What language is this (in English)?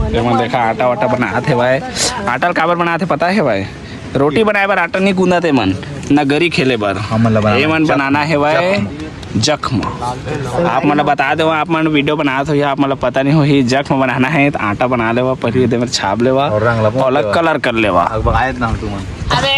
Chhattisgarhi